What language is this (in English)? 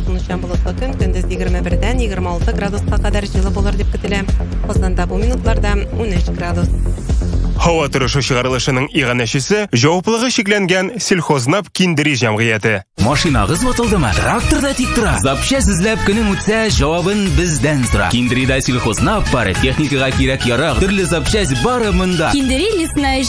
Tatar